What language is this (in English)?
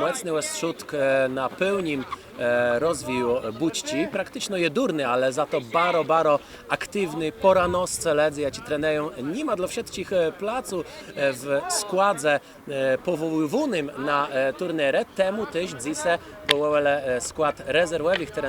Kashubian